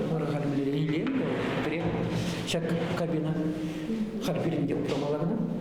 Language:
Chuvash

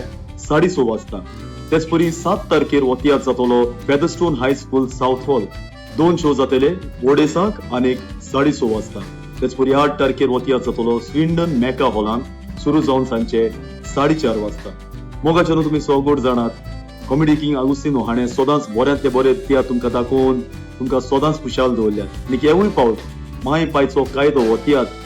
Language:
Konkani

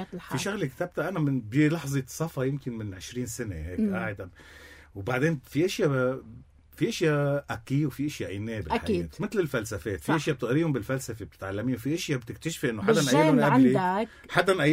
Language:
North Levantine Arabic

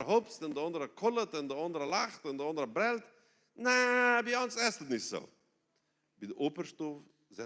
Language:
Plautdietsch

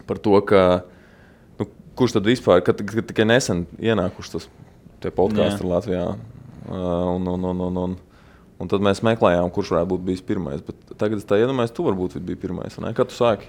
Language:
Latvian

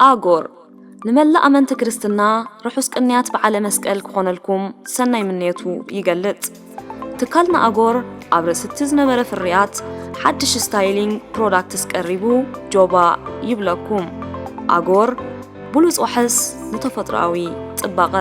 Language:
Tigrinya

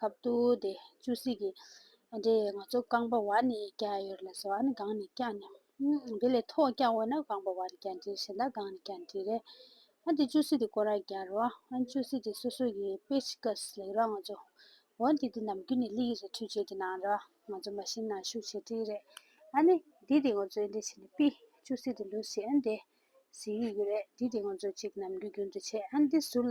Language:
Tibetan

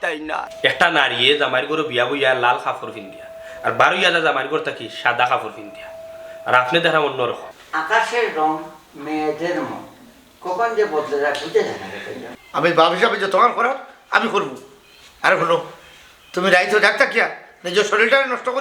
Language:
Sylheti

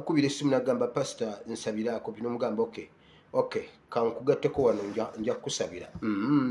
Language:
Ganda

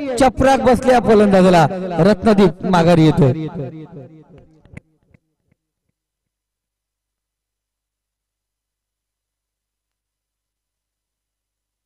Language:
Marathi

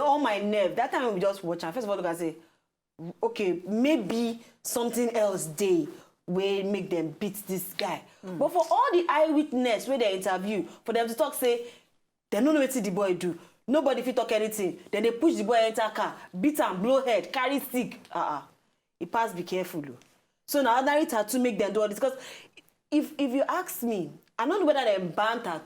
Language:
Nigerian Pidgin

